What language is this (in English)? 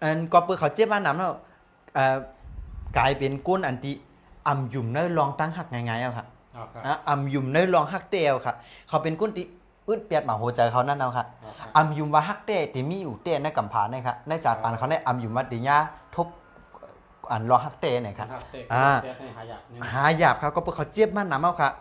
Shan